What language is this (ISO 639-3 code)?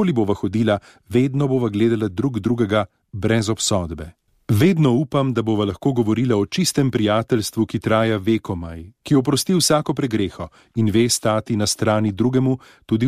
slv